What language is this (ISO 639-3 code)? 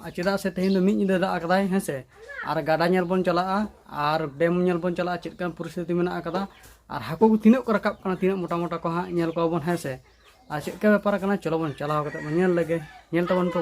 sat